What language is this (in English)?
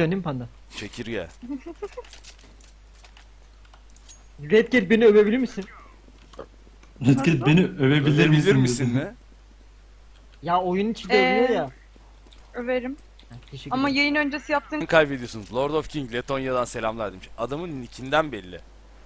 Turkish